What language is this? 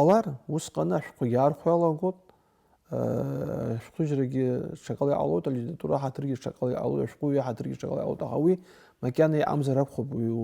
Abkhazian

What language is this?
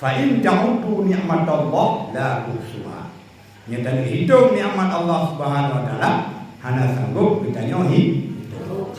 Achinese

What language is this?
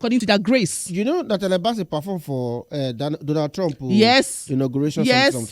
Nigerian Pidgin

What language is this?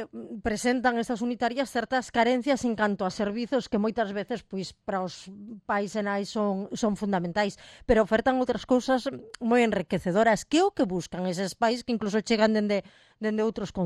Galician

